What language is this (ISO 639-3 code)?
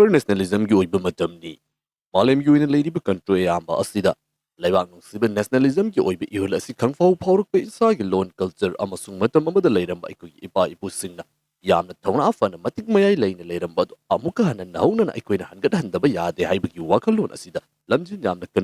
mni